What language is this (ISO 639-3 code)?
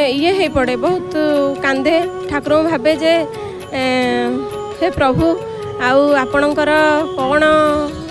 ori